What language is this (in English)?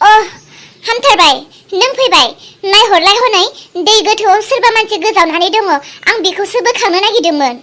Bodo